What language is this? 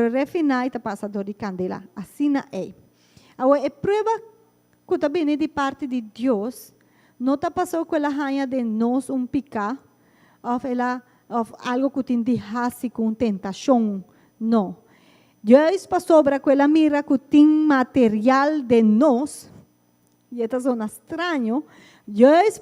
Papiamento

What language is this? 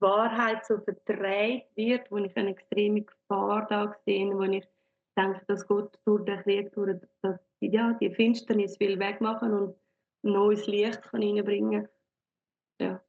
Swiss German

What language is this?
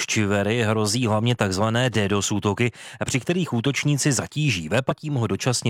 Czech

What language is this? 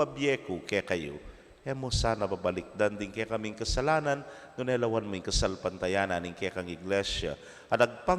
Pampanga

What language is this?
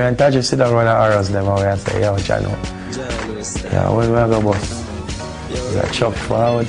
Jamaican Creole English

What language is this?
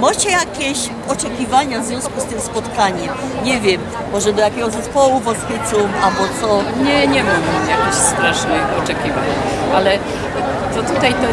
Silesian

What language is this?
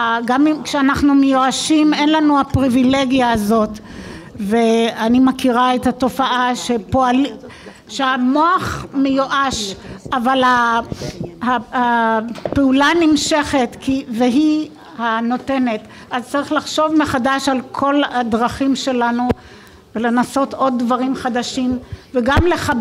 Hebrew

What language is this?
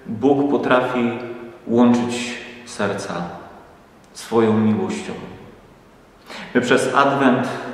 Polish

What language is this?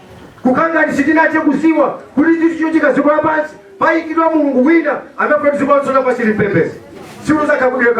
Nyanja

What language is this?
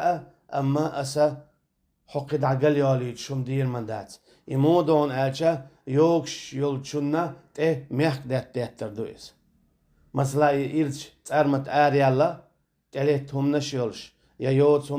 Chechen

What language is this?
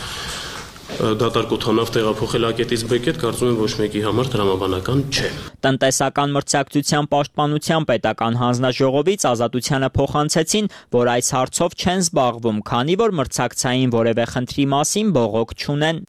Armenian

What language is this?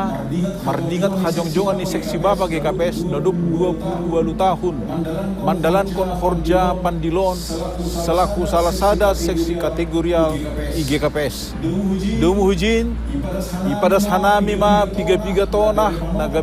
Batak Simalungun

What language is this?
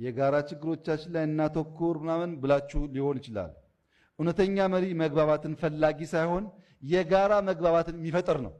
Amharic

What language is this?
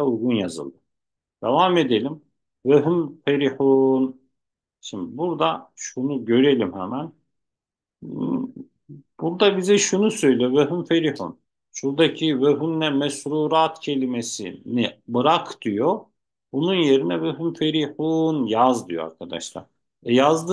Turkish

